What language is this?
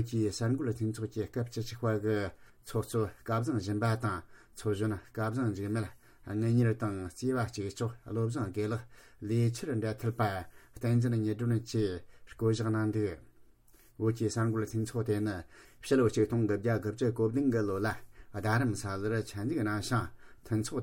Tibetan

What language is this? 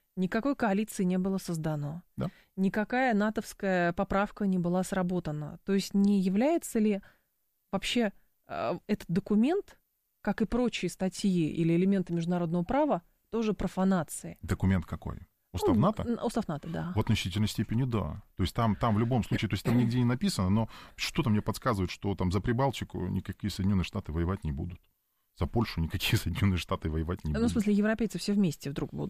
Russian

